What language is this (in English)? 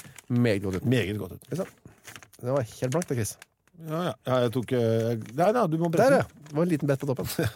Norwegian